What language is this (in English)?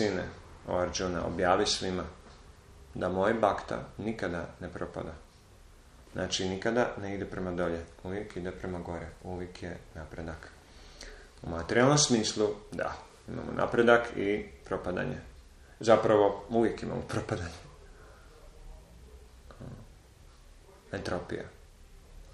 Croatian